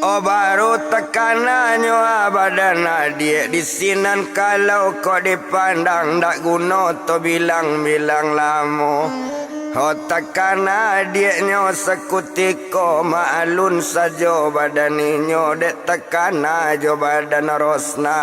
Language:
Minangkabau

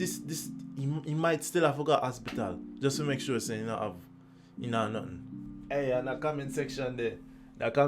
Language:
Jamaican Creole English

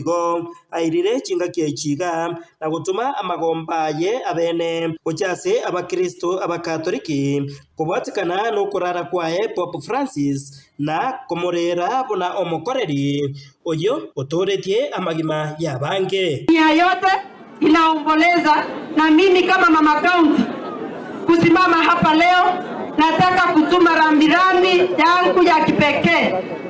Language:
Gusii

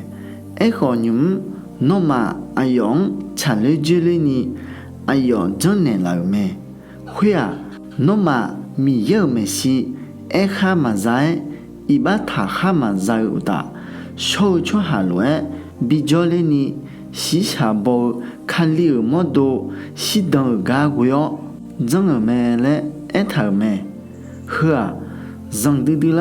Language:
Akha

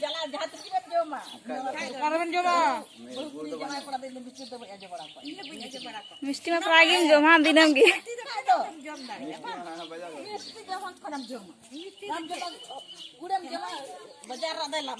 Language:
Santali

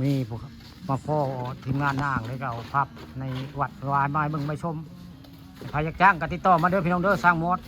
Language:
Northeastern Thai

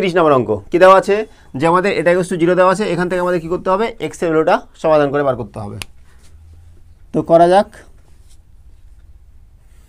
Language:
Bangla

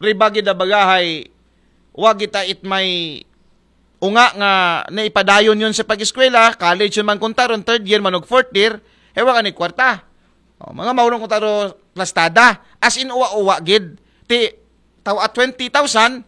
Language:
Aklanon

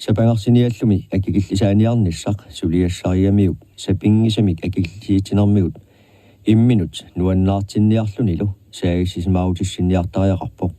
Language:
Kalaallisut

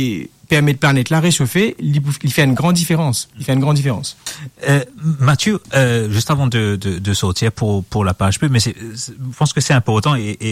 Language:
Morisyen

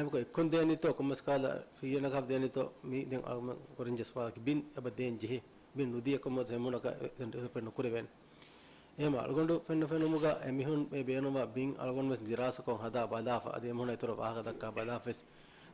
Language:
Divehi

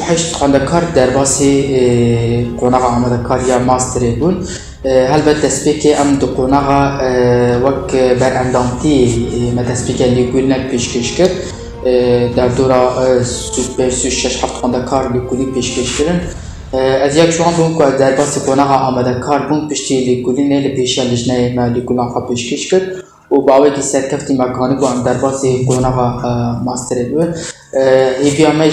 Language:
Kurdish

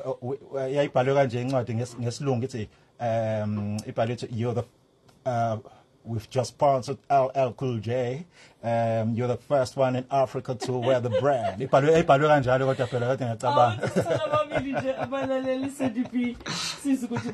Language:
Zulu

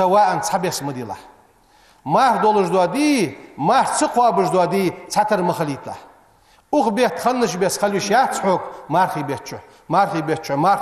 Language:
Ingush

